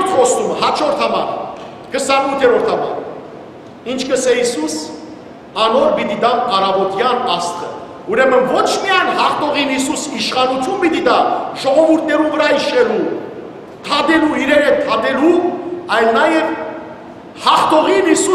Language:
Western Armenian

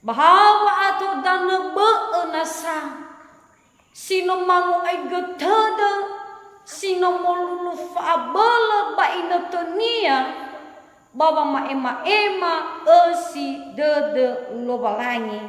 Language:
Nias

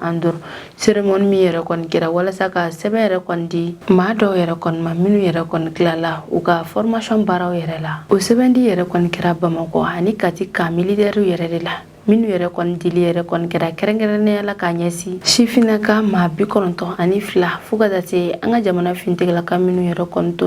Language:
Bambara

